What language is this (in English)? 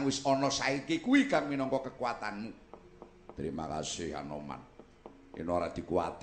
Javanese